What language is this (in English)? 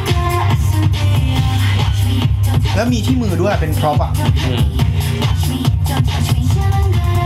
Thai